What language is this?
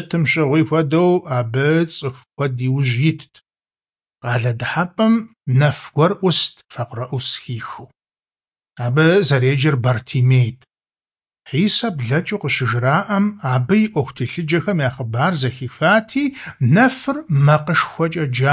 Kabardian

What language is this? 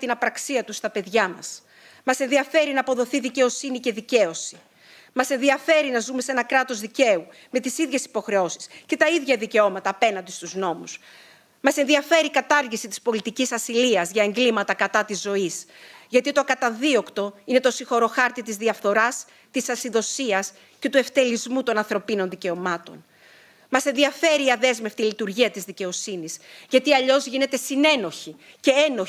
Greek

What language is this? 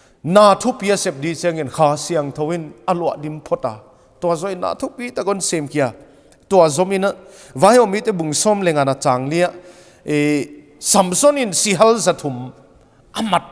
Paite Chin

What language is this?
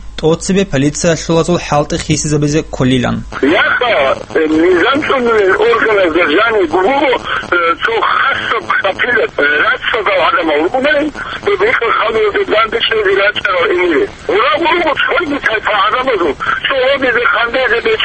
Avaric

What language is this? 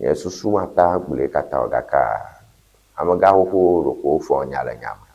Ewe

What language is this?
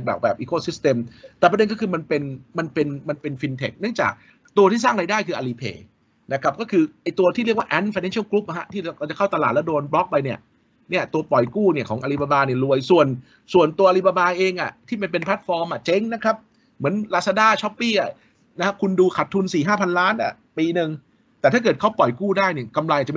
Thai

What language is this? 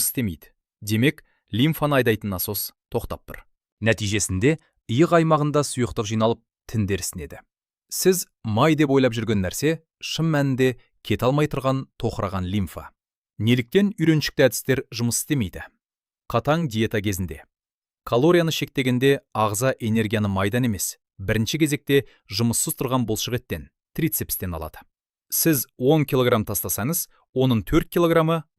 Kazakh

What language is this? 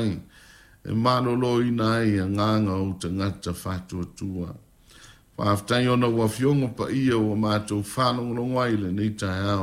Samoan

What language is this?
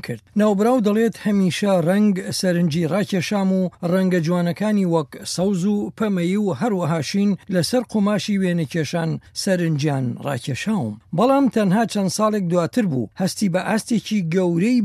Central Kurdish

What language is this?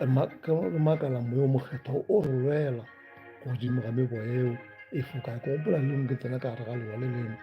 Northern Sotho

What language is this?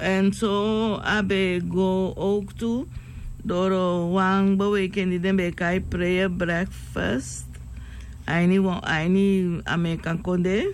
Sranan Tongo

